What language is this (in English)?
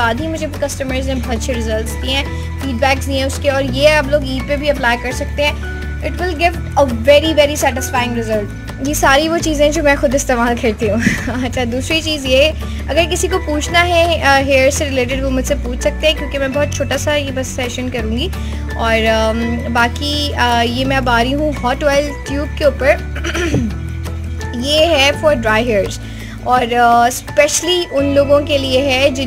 Hindi